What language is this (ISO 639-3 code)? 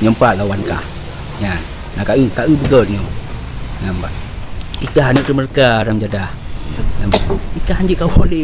ace